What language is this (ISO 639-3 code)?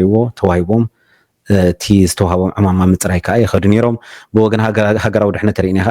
tir